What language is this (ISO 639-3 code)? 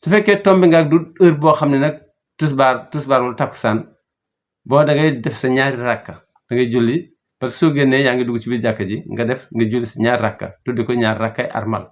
wol